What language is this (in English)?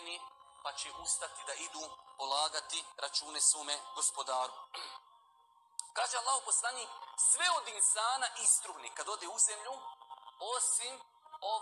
Bosnian